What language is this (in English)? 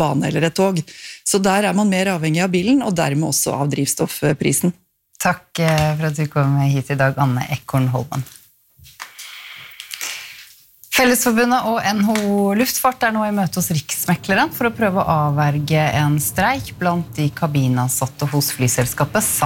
Norwegian